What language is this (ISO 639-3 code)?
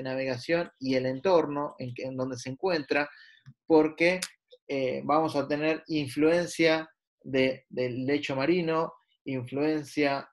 spa